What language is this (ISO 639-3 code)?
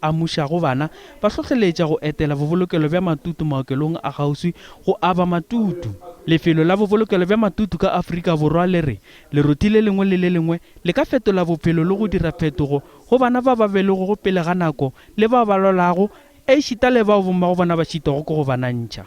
nso